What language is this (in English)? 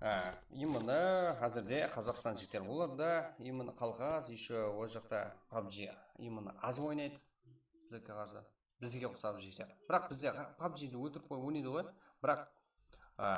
Kara-Kalpak